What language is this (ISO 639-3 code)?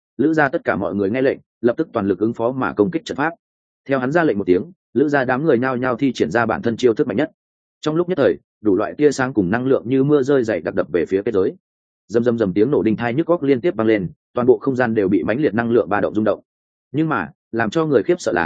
vie